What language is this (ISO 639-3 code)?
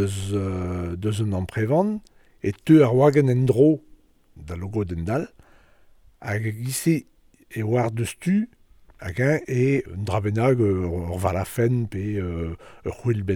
bre